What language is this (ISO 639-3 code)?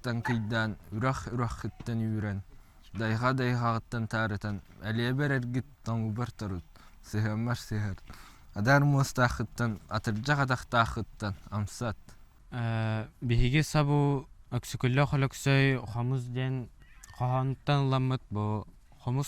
sah